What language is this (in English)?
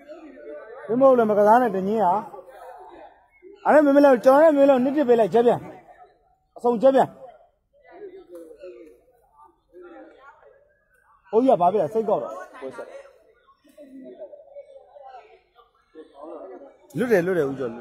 Burmese